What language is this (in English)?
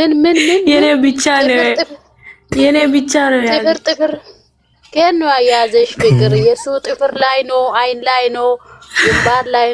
Amharic